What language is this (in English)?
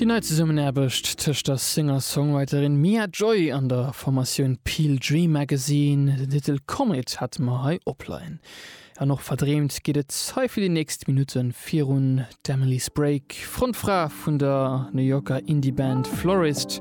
Luxembourgish